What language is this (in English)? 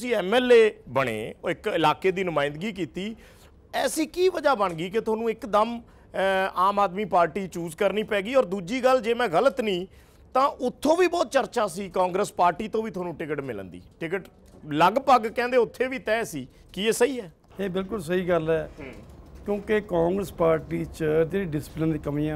Punjabi